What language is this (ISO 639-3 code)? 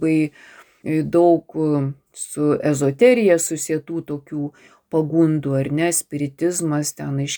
lit